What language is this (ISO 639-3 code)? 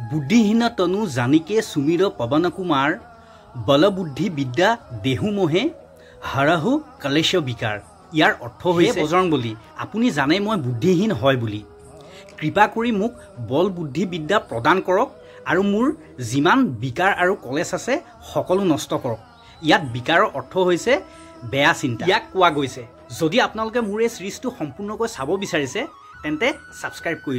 asm